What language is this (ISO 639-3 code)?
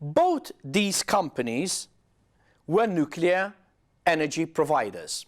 eng